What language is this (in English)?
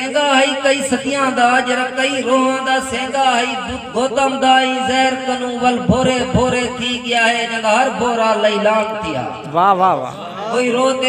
Saraiki